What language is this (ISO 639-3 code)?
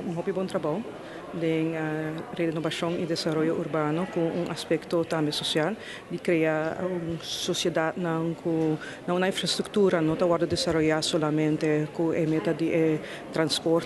pap